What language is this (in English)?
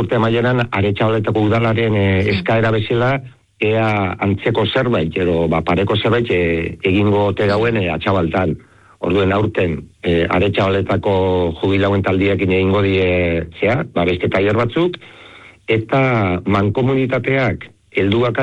Basque